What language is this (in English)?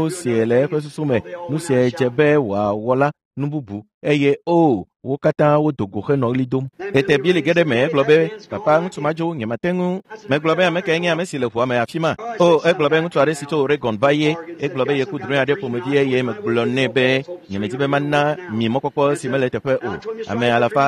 Ewe